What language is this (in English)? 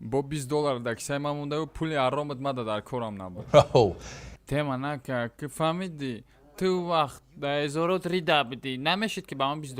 Tajik